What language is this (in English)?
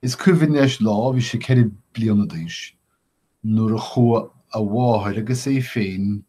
Irish